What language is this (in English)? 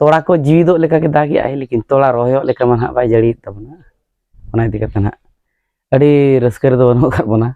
Santali